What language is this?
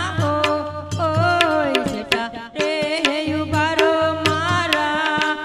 Gujarati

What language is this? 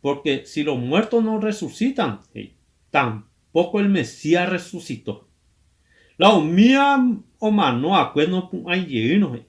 Guarani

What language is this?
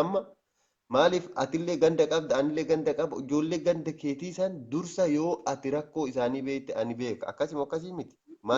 Oromo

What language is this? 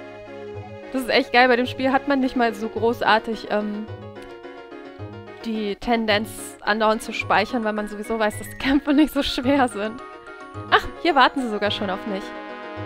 German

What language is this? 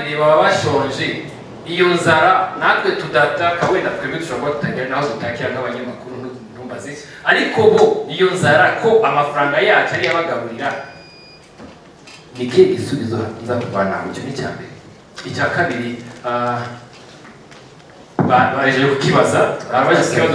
Kinyarwanda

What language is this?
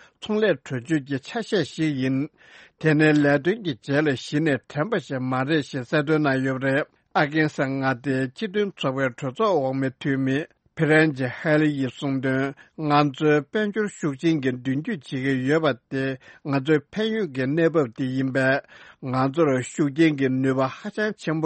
Tibetan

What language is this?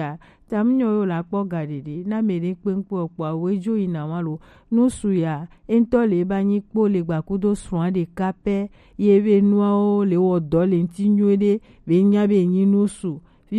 Gen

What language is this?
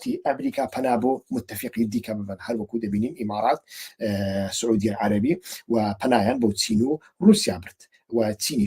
Central Kurdish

